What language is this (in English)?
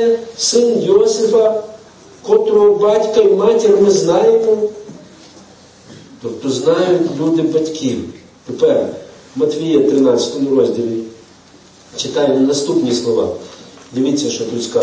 Ukrainian